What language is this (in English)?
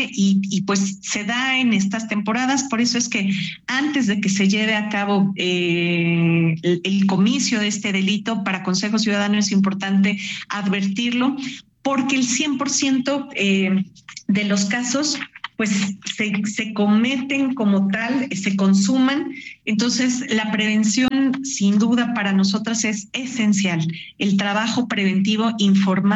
Spanish